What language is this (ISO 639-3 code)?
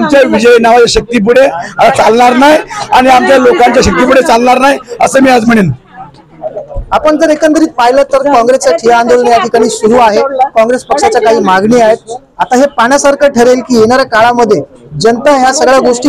mar